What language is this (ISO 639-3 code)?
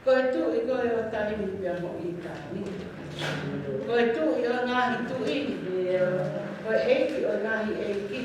ton